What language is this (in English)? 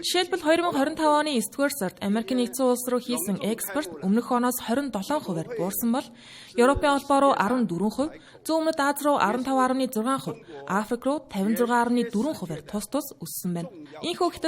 Mongolian